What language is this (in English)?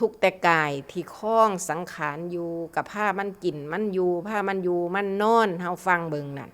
Northeastern Thai